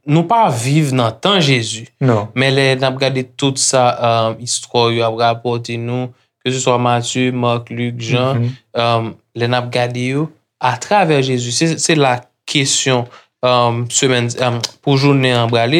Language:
Haitian Creole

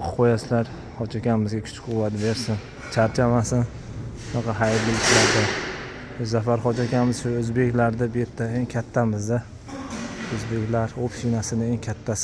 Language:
Uzbek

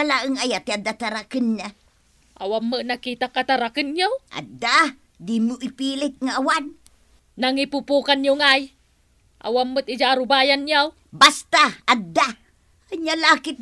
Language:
Iloko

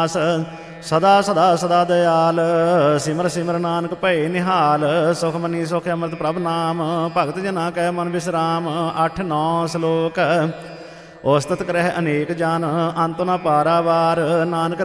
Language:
Punjabi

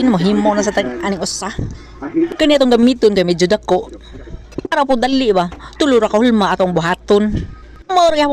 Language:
Cebuano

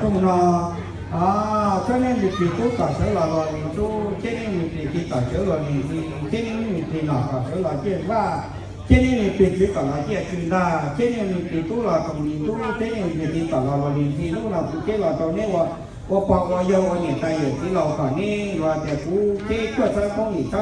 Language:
Hmong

